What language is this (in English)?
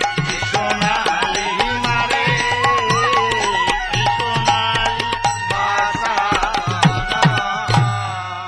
Bangla